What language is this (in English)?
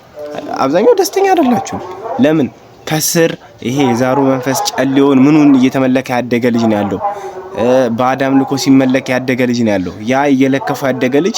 Amharic